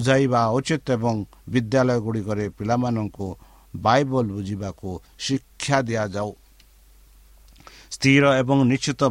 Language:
Odia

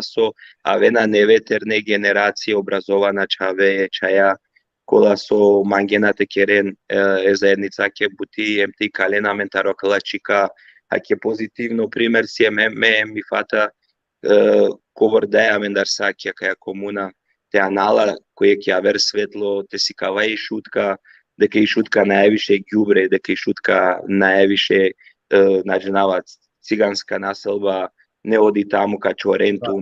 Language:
Balkan Romani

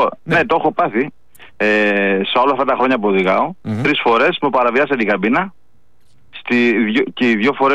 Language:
Greek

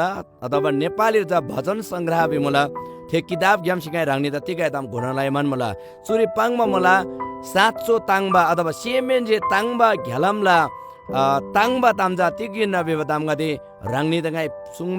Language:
Eastern Tamang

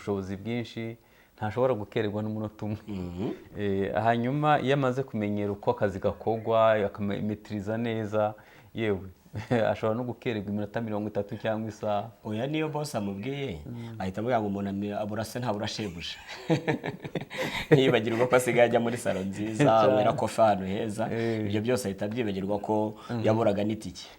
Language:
Kinyarwanda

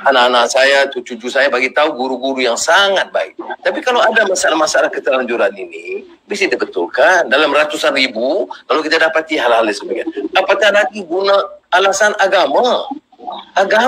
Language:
Malay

